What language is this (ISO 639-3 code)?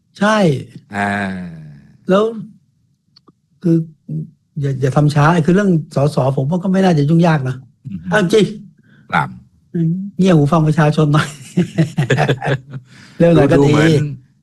tha